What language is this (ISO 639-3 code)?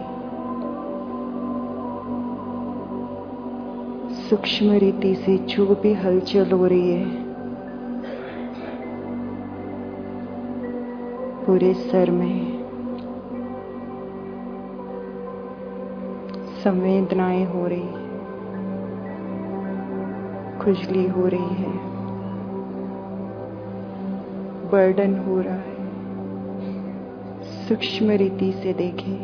hin